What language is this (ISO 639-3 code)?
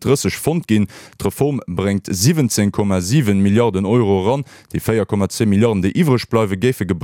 ltz